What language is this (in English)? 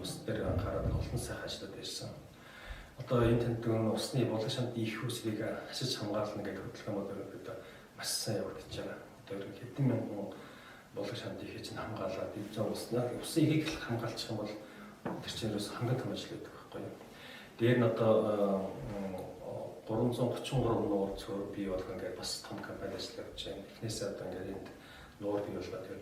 Mongolian